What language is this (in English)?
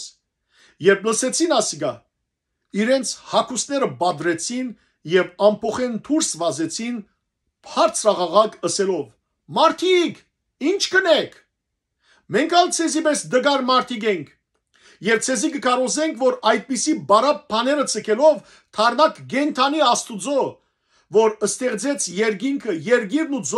Western Armenian